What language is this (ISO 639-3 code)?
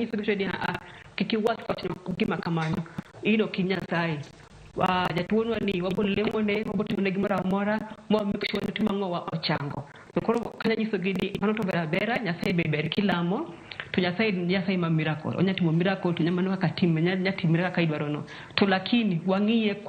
luo